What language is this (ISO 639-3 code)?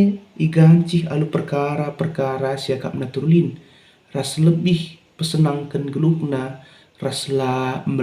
btx